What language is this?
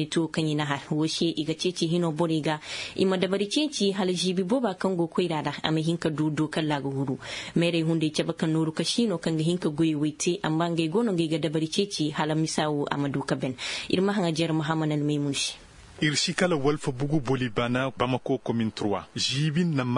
Zarma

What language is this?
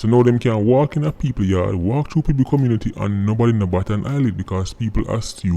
Jamaican Creole English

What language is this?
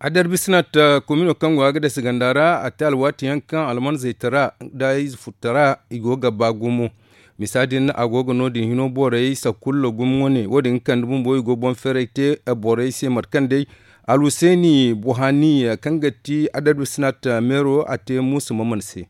Zarma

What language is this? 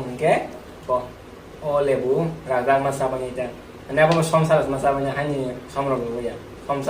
Kok Borok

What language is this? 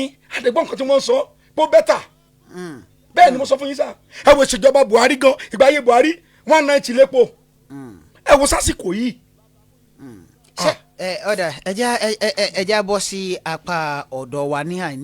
Yoruba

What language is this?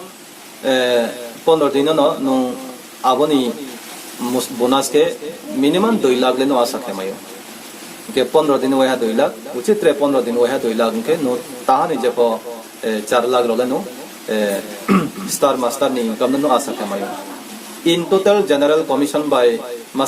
Riang (India)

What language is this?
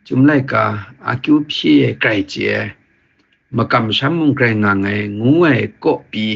Kachin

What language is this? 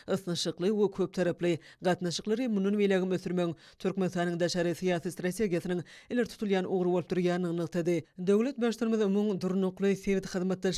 Turkmen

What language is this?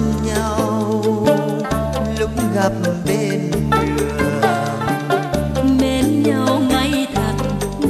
Vietnamese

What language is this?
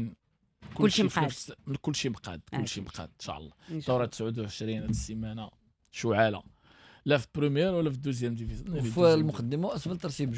Moroccan Arabic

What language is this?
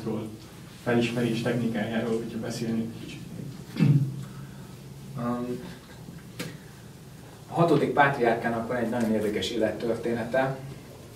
Hungarian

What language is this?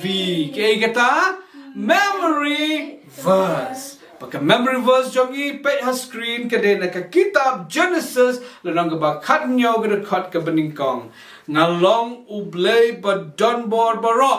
Khasi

